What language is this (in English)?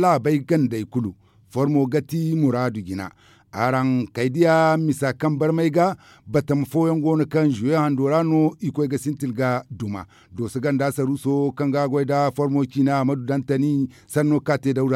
Zarma